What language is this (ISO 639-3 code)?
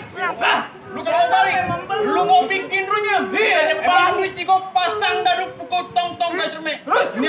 bew